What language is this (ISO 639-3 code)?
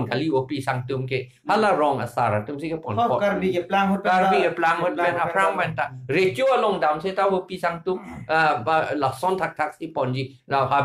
mjw